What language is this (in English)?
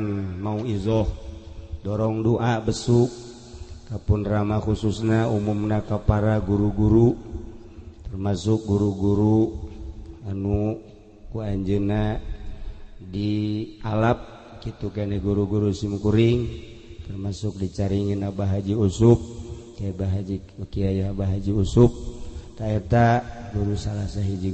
Sundanese